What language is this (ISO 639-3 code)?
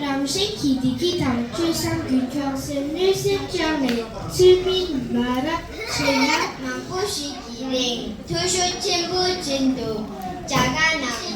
bod